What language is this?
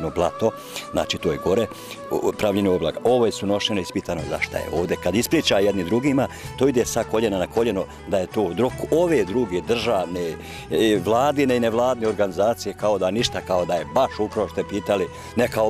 Bosnian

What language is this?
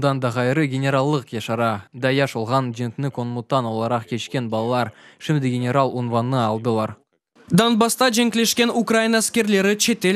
Crimean Tatar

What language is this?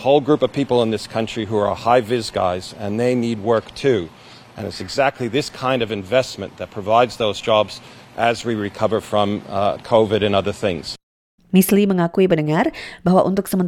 Indonesian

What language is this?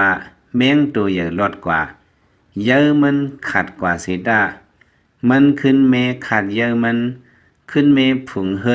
Lao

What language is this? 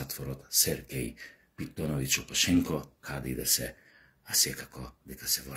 Macedonian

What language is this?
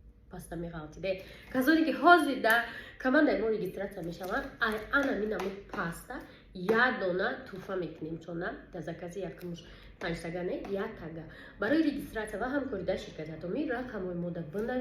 Tajik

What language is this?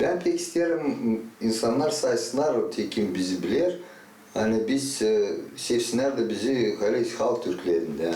Gagauz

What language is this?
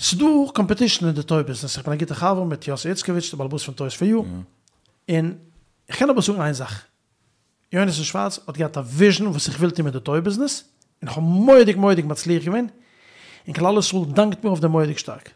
Yiddish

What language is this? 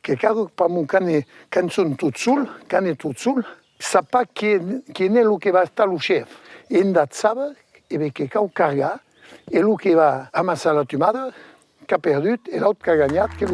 Occitan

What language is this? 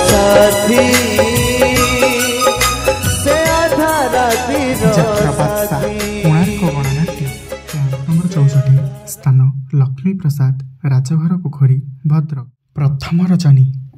Odia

